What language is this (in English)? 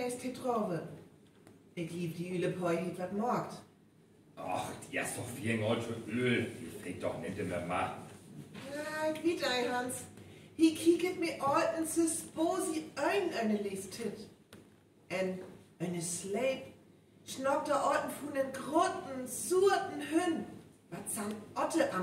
Northern Frisian